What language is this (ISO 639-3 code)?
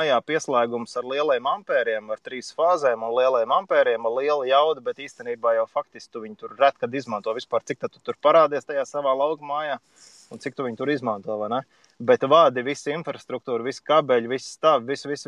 lav